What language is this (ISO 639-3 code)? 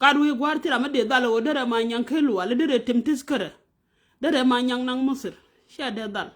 nus